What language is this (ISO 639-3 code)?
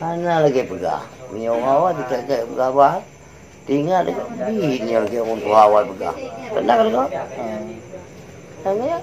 ace